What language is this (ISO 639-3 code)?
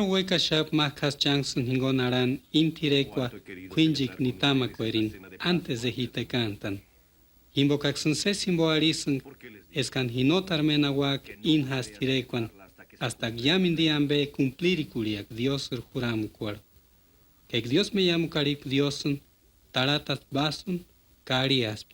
tsz